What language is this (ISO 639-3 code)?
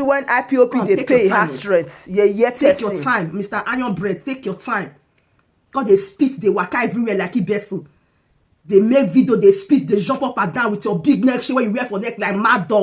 pcm